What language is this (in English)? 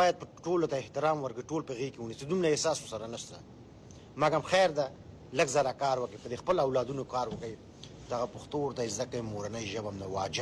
Pashto